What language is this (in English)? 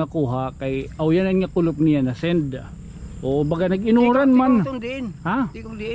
Waray